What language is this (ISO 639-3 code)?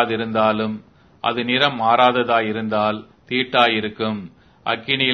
tam